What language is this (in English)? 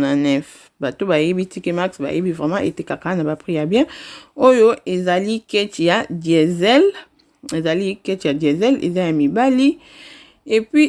Lingala